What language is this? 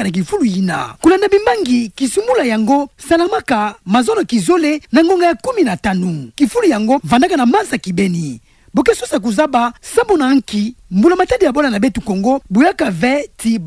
Kituba (Democratic Republic of Congo)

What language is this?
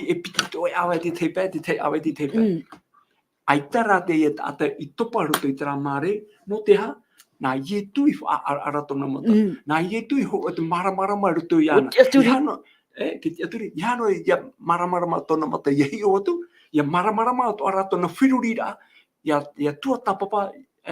Tahitian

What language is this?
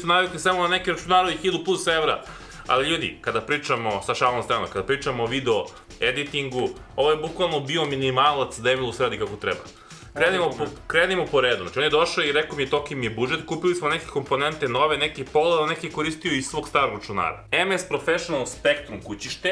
Serbian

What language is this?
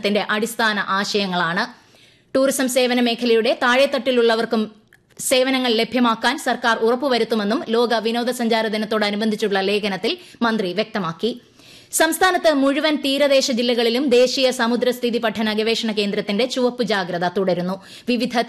Malayalam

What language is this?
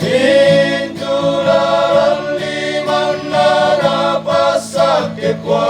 Toraja-Sa'dan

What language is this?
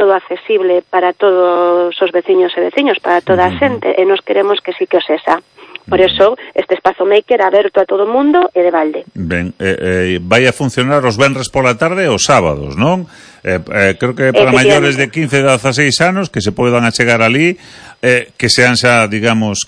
Galician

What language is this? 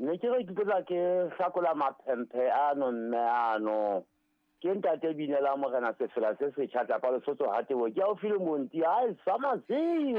Southern Sotho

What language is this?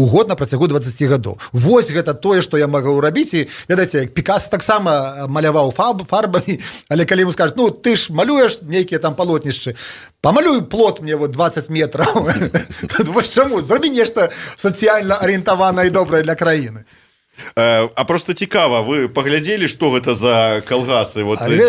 Belarusian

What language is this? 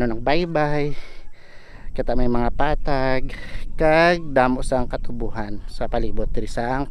Hiligaynon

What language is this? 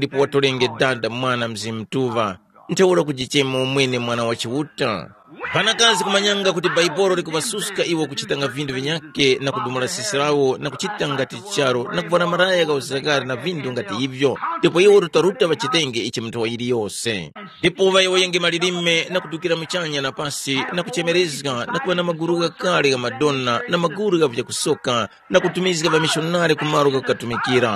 Tumbuka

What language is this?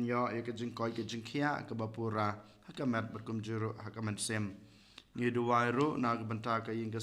Khasi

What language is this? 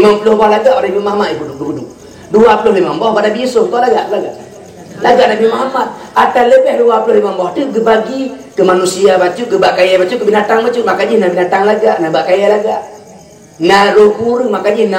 Achinese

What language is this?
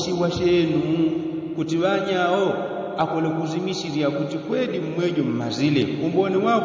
Yao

